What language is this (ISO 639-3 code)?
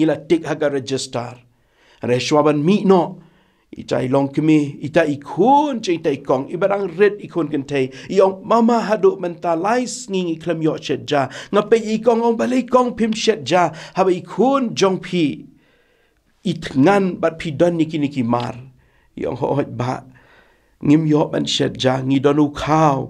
kha